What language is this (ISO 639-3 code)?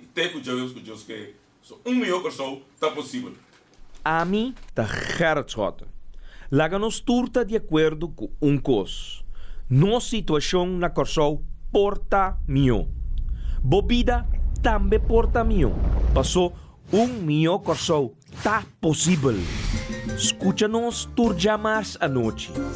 pap